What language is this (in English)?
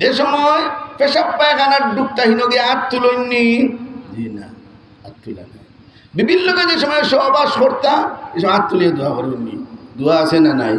Sylheti